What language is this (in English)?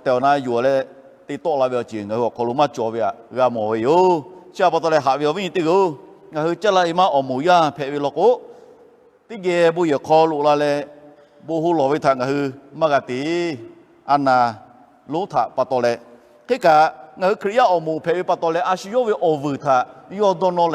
Lahu